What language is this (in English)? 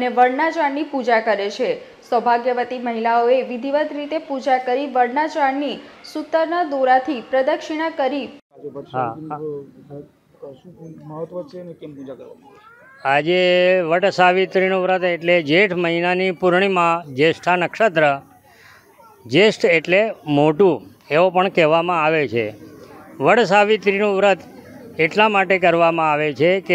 Gujarati